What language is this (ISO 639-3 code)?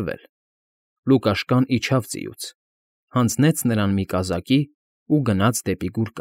hye